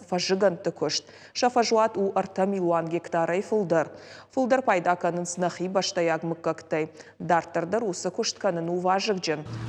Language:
Ossetic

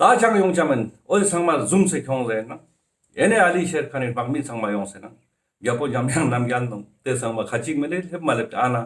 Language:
Ladakhi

